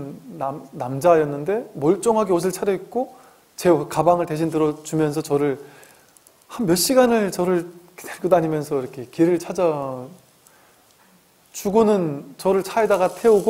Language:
Korean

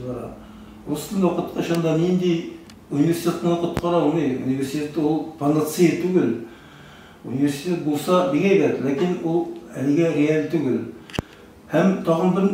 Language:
Tatar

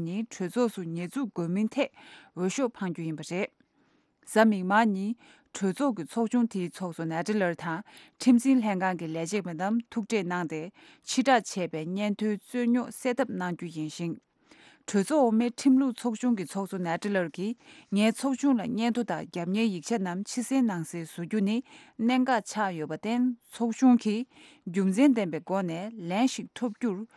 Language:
Tibetan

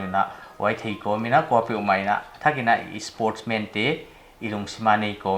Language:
Paite Chin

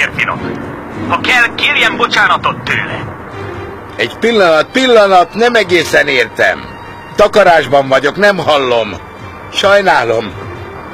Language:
Hungarian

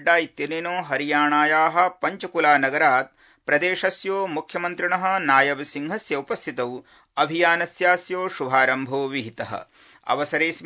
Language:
Sanskrit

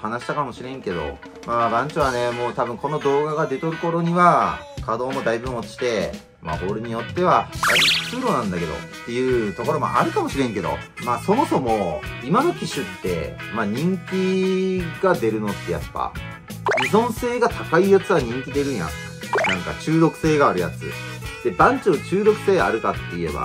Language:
Japanese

